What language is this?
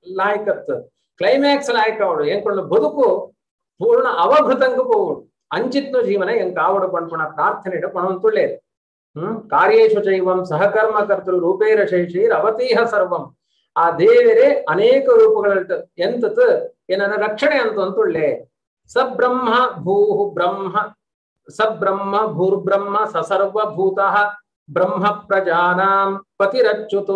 Tulu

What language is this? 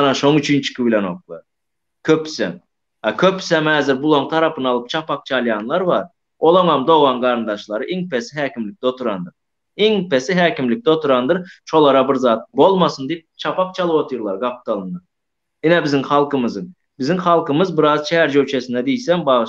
Turkmen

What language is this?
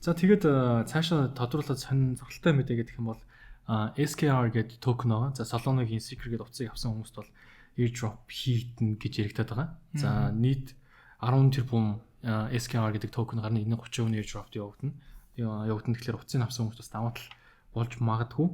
Mongolian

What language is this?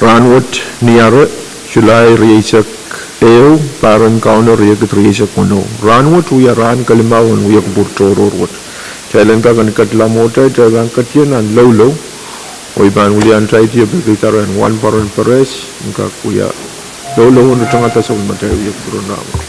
Pohnpeian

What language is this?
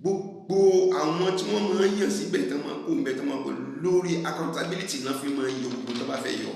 Yoruba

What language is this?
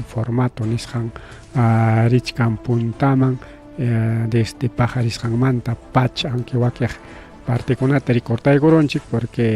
Ayacucho Quechua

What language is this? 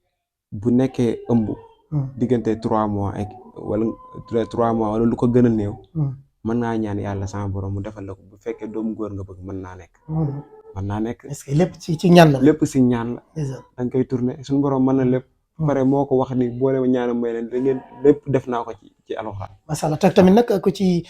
Wolof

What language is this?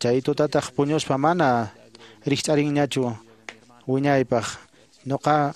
Quechua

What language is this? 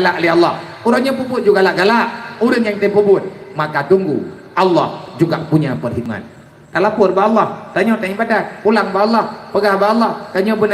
Achinese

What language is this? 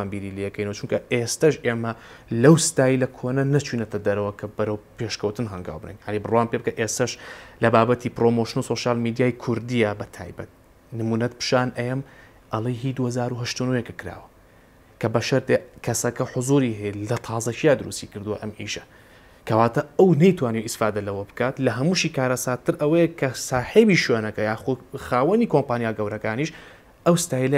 Central Kurdish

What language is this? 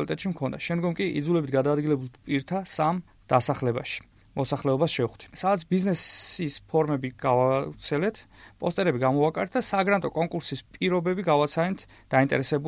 Georgian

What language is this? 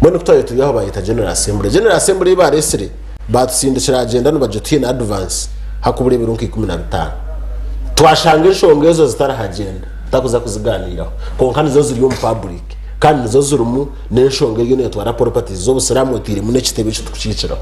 Nyankole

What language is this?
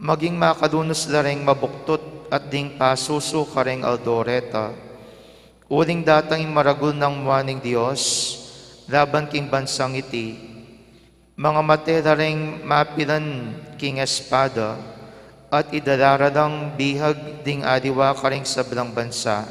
Pampanga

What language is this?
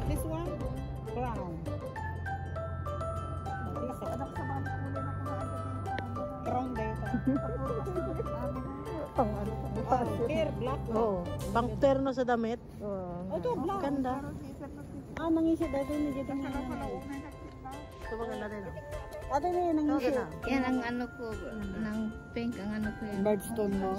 Filipino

